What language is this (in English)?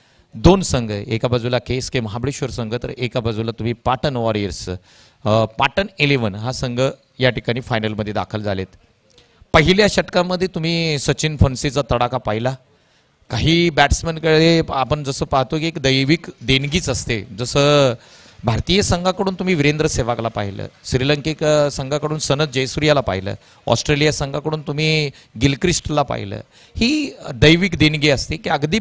Marathi